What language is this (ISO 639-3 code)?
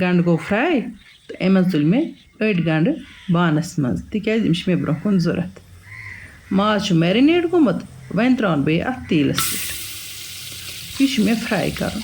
kas